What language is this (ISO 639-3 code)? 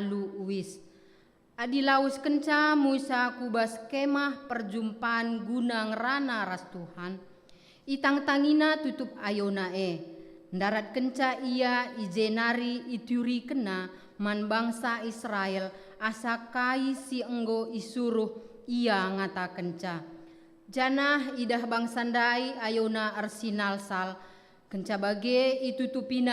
btx